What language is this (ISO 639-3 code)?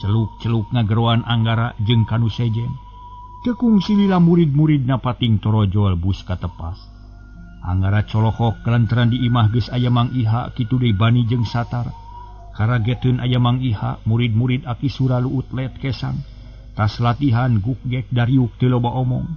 sun